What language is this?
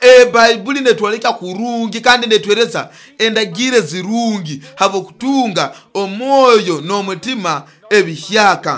Nyoro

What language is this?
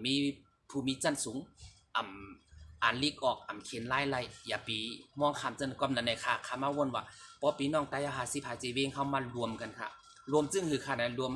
Shan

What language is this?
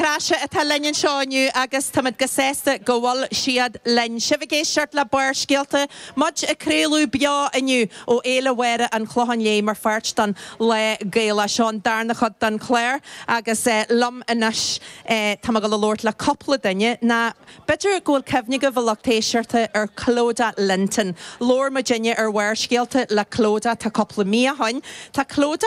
Irish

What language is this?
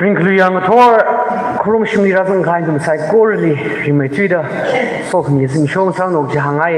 Tangkhul Naga (India)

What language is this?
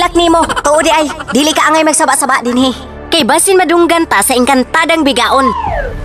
Cebuano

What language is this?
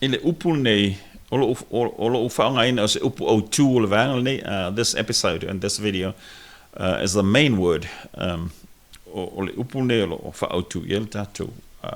Samoan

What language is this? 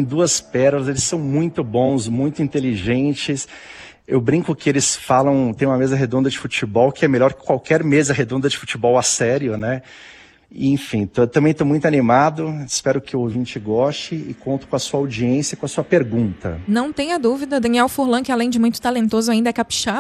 Portuguese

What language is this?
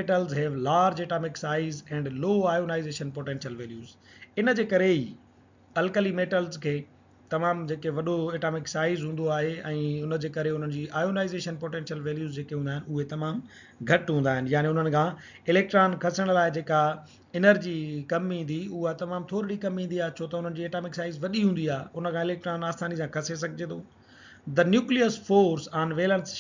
Sindhi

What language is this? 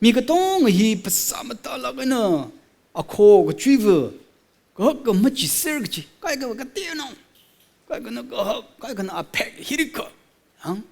Tangkhul Naga (India)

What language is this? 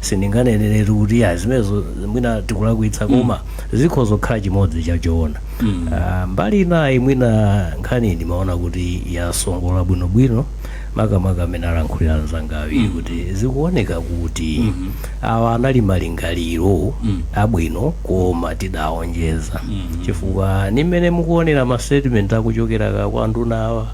Nyanja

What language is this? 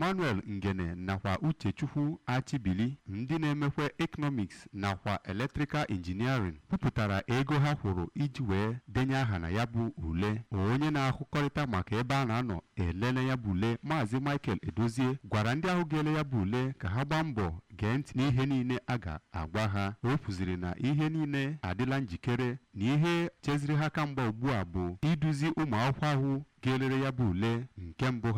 Igbo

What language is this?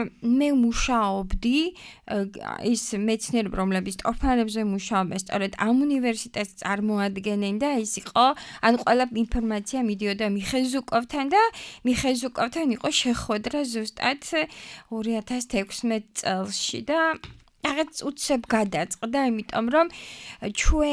Georgian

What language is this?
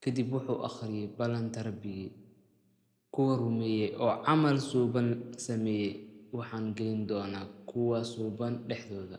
Somali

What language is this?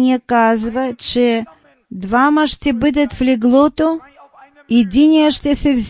Bulgarian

